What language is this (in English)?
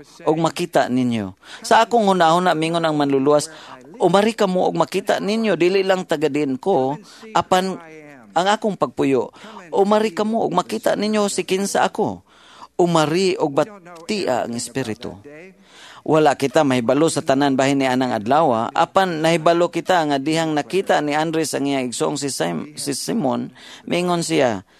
Cebuano